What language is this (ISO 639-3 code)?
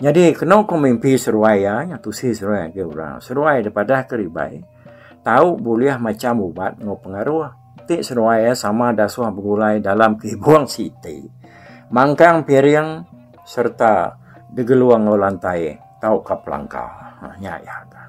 iba